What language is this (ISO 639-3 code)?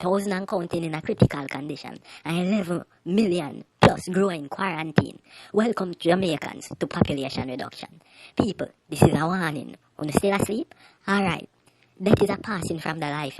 jam